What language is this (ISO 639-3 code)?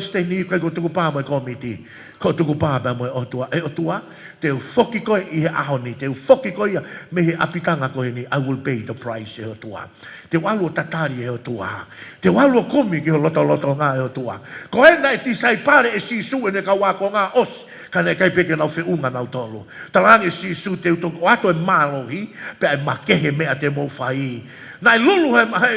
ton